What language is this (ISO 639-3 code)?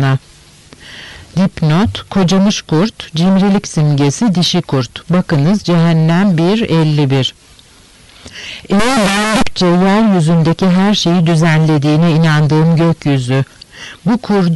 tur